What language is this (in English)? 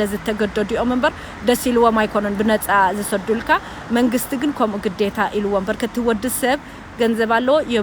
Tigrinya